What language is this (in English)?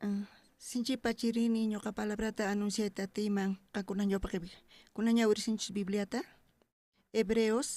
South Bolivian Quechua